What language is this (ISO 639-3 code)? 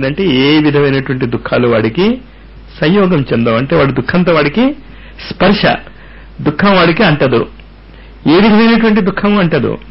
tel